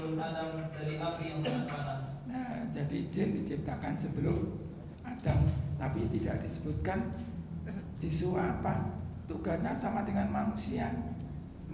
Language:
Indonesian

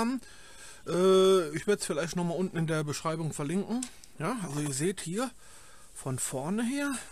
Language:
German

